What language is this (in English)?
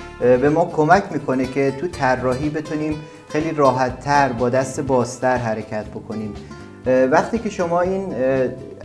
Persian